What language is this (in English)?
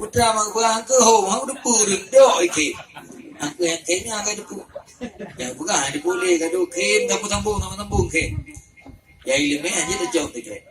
Achinese